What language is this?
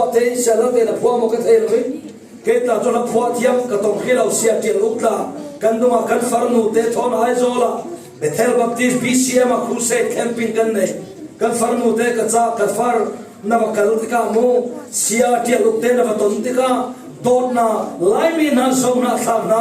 Falam Chin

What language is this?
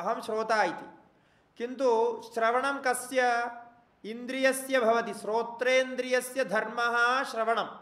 Sanskrit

